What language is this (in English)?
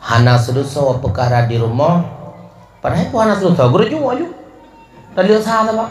Achinese